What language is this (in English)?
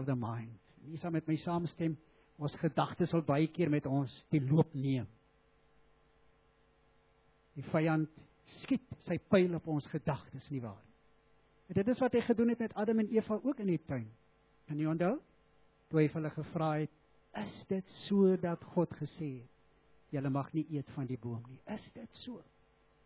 Afrikaans